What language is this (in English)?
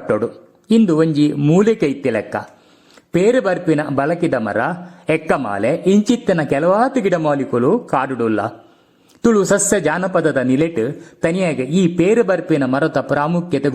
Tulu